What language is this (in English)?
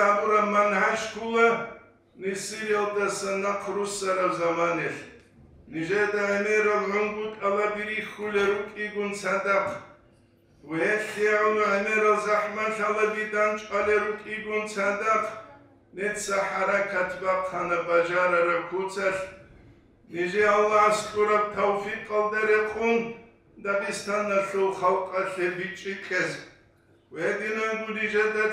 Avaric